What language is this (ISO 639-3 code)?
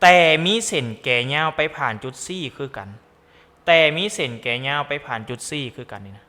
lao